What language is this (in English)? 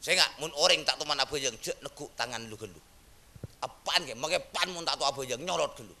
Madurese